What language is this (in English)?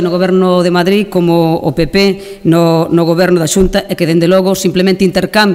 Galician